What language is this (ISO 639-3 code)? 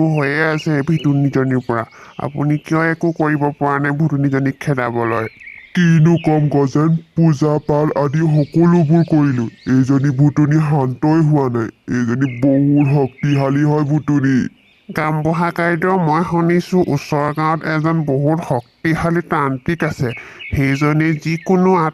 asm